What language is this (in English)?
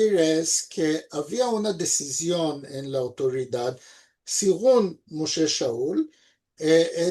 Ladino